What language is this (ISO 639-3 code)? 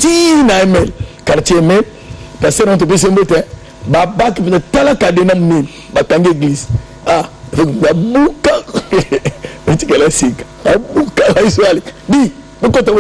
lin